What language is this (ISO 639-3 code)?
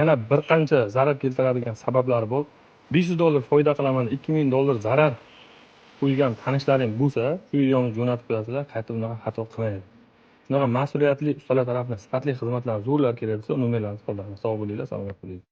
uzb